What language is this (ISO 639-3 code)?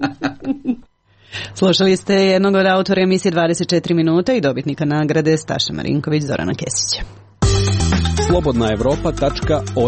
srp